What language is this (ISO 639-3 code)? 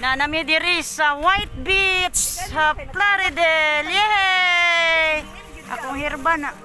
ceb